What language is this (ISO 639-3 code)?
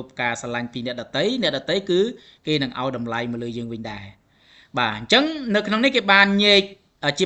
khm